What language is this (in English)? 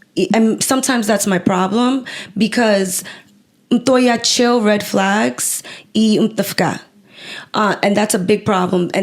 Kabuverdianu